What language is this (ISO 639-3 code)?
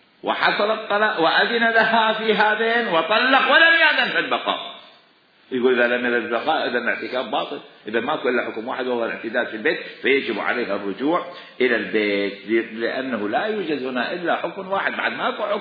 acm